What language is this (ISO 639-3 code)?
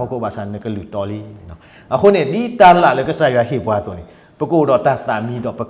ksw